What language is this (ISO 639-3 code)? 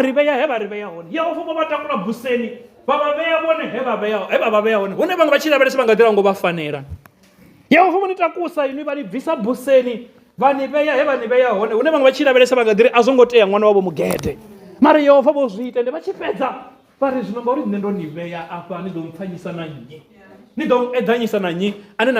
ven